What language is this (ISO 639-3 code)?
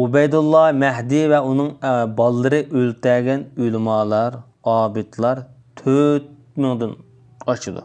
uig